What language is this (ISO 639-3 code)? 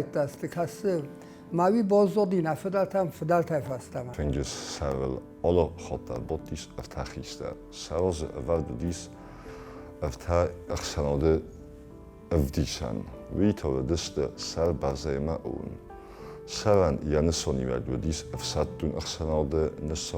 oss